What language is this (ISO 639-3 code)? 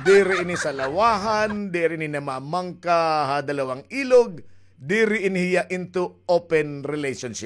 war